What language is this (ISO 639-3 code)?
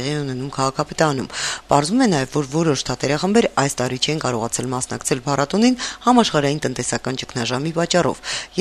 hye